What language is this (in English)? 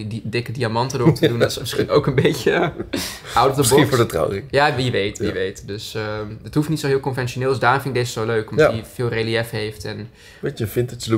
Dutch